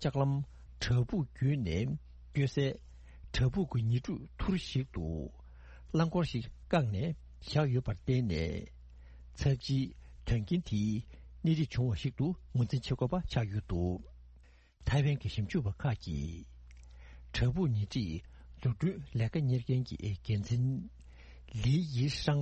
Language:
Tibetan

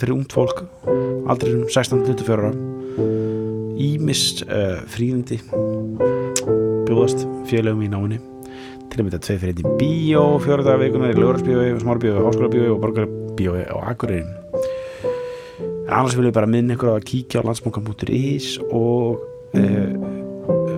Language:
Icelandic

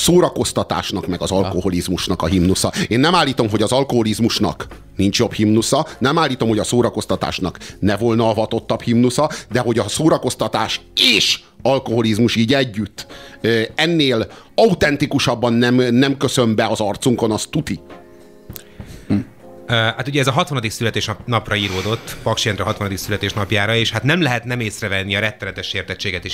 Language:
Hungarian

